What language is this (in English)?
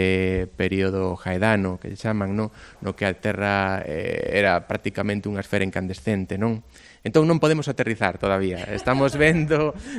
Galician